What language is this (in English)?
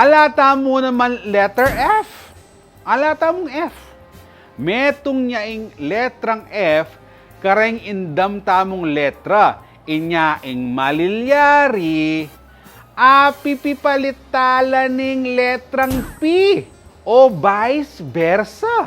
Pampanga